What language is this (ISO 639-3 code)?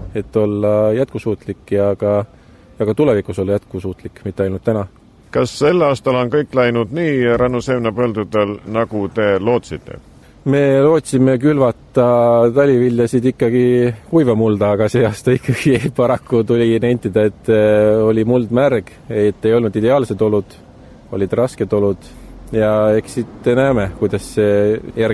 est